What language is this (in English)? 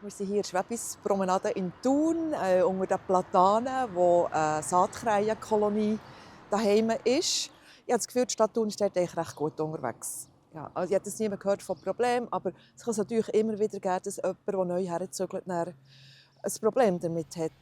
Swiss German